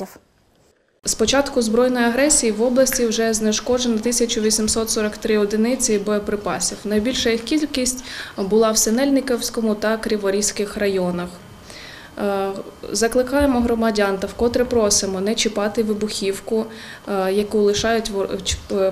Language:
Ukrainian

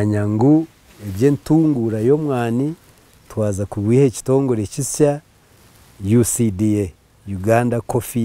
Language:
Nyankole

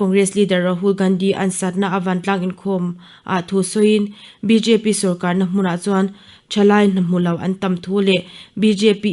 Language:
Mizo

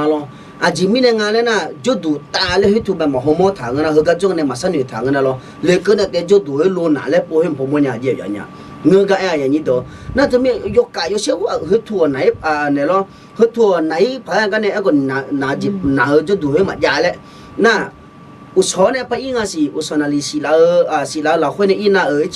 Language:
Akha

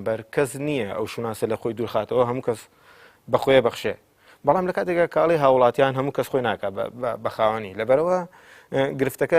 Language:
Central Kurdish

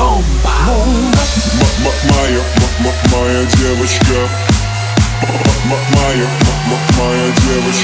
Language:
Russian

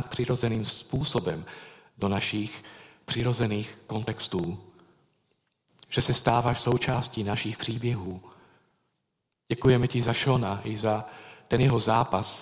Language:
Czech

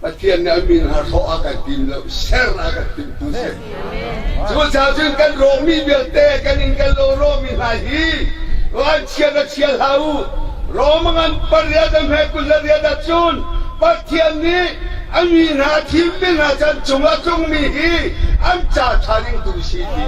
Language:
Hakha Chin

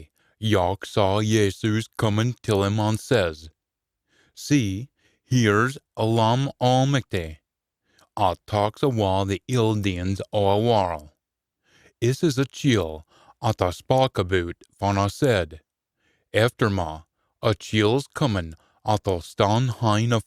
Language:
Scots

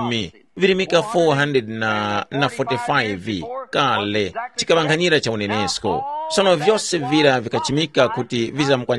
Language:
Tumbuka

